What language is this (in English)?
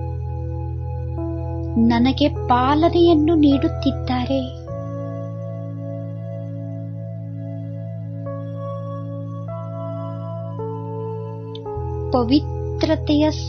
Kannada